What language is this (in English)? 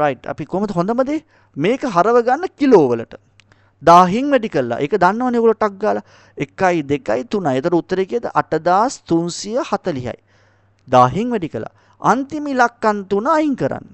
Sinhala